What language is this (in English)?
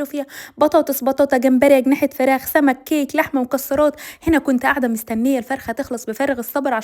Egyptian Arabic